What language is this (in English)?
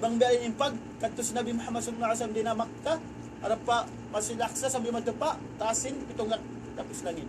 Tausug